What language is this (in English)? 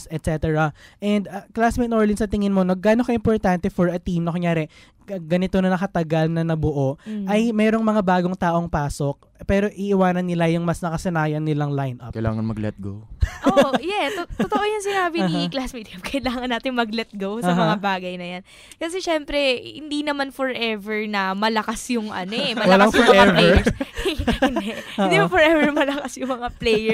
Filipino